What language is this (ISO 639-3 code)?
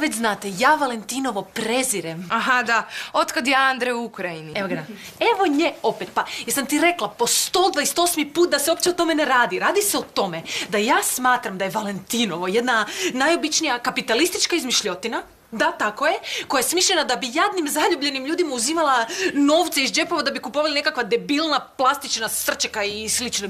hrv